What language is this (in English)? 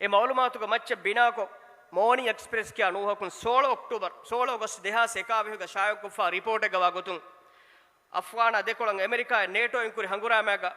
Divehi